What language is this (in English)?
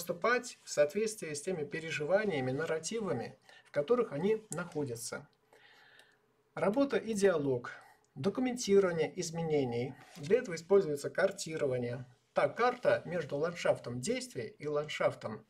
Russian